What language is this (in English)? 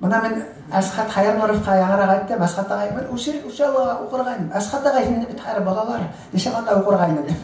Bashkir